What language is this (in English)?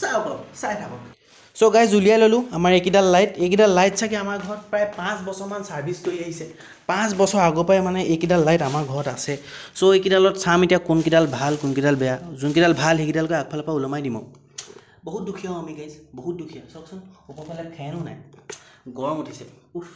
Assamese